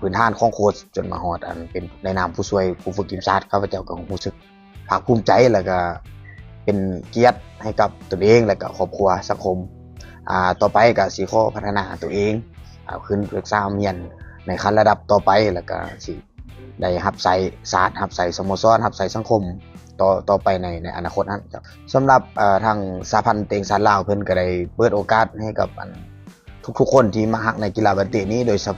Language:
Lao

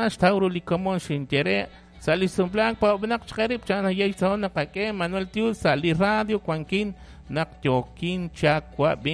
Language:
Kekchí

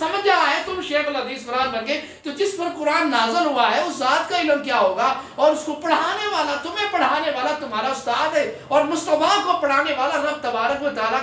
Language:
Urdu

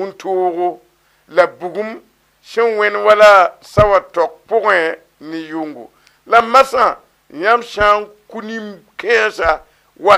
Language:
Mossi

